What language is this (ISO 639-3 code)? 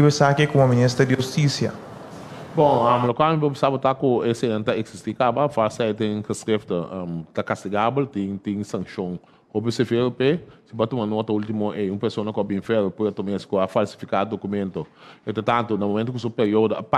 pap